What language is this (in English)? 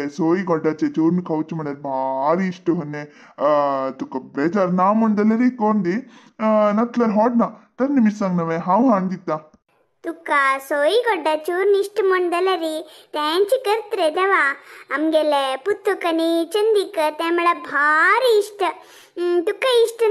Konkani